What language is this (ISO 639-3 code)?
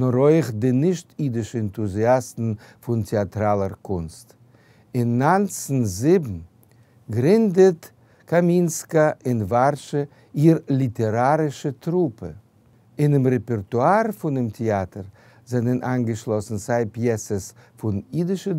yid